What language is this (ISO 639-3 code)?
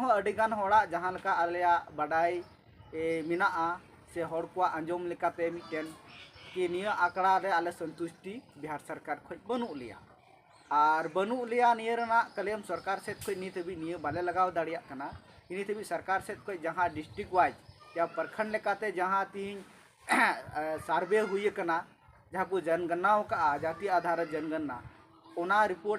sat